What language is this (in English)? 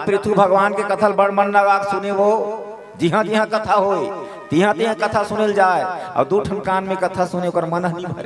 Chhattisgarhi